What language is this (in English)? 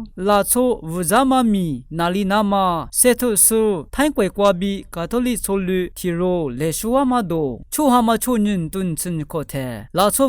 Lisu